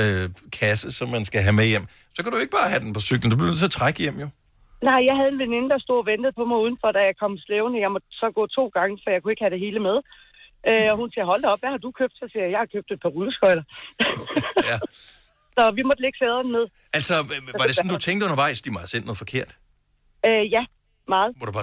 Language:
Danish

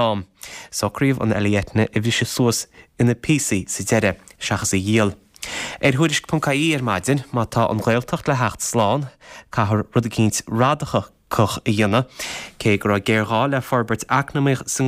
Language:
Irish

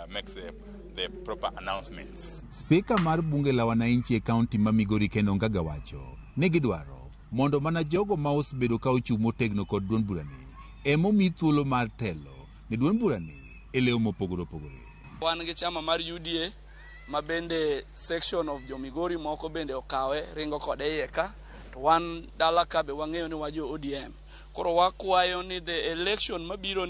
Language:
Luo (Kenya and Tanzania)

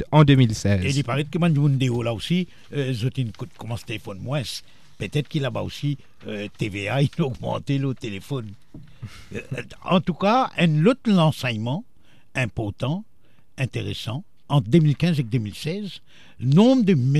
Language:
French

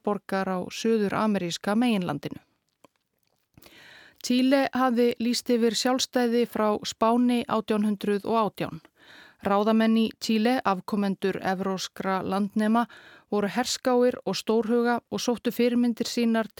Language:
Icelandic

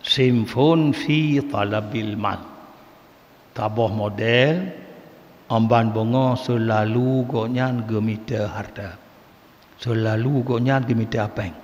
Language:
Achinese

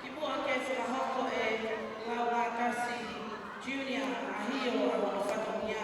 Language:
Tongan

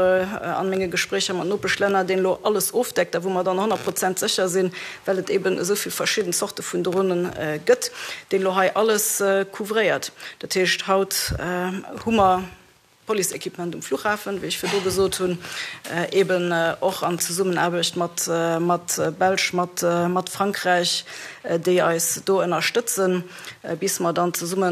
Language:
Luxembourgish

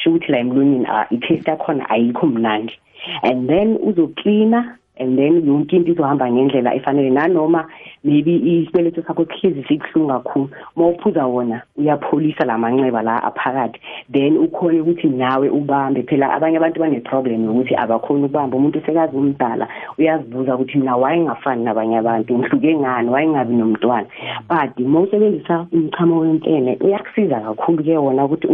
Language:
South Ndebele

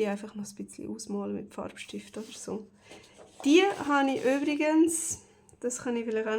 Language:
Swiss German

